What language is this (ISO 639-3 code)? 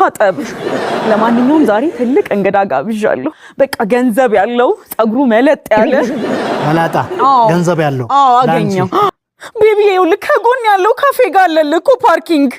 amh